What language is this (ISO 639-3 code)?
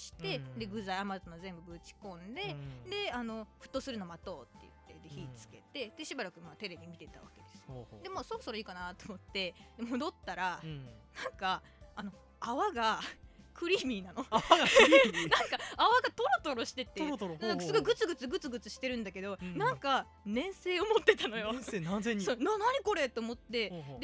jpn